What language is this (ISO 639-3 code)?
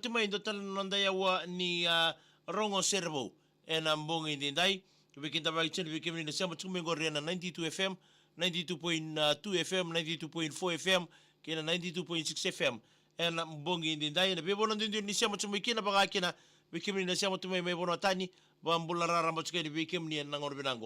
fij